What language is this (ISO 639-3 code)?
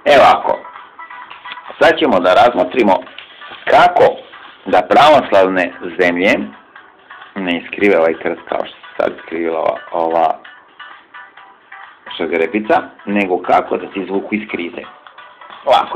srp